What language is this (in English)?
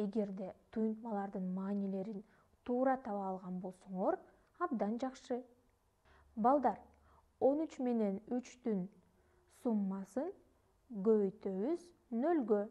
Kyrgyz